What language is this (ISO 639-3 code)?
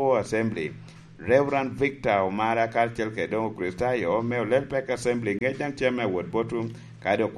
laj